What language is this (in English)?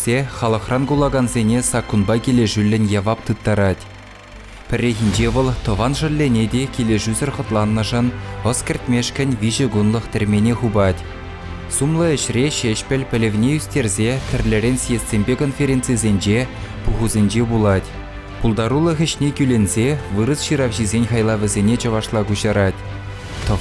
Chuvash